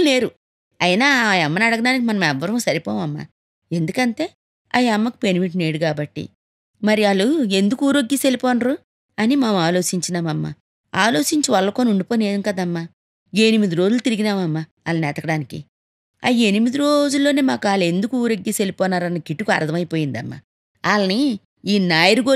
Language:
Telugu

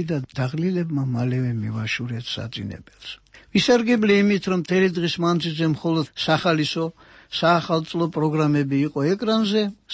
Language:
Georgian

